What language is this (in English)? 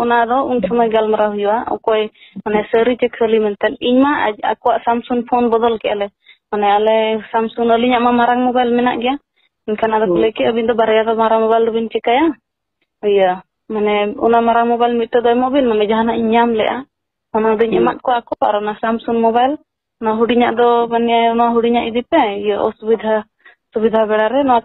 Santali